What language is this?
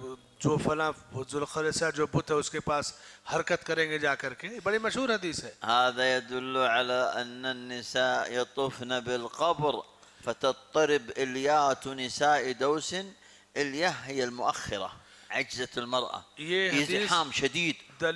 Urdu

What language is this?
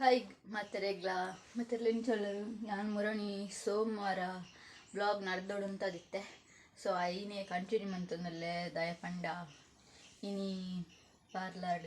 Tulu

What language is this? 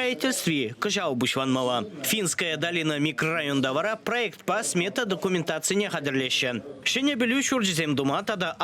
Chuvash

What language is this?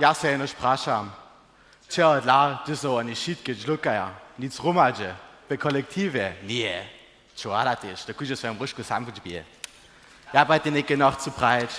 Upper Sorbian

